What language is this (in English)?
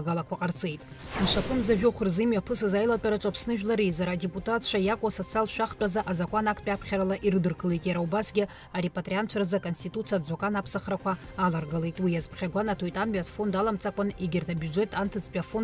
Abkhazian